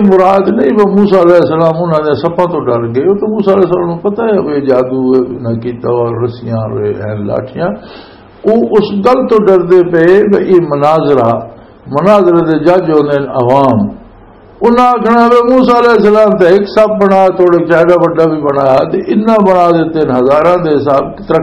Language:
Western Panjabi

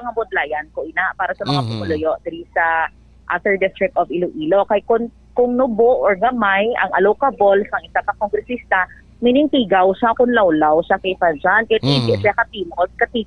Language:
Hiligaynon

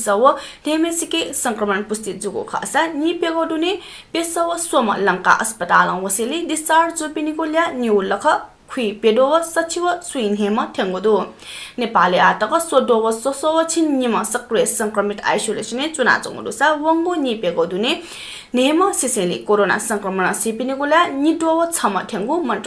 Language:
Newari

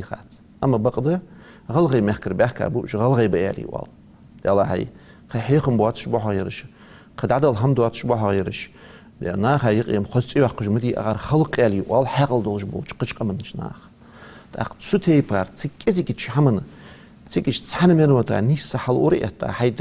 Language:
Ingush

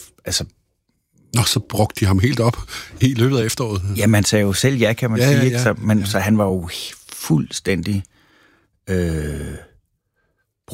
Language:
Danish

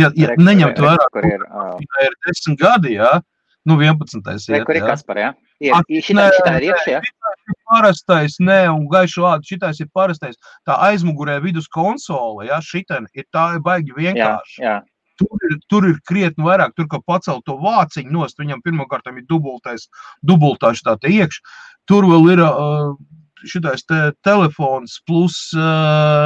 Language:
Latvian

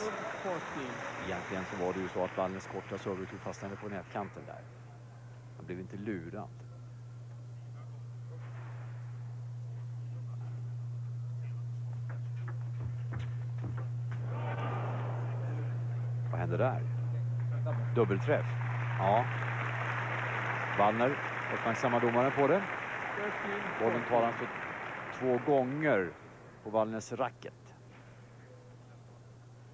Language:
Swedish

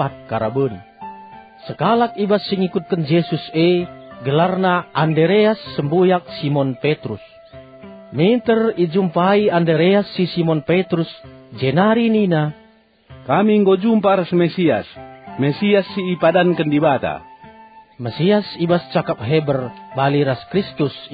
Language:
Batak Karo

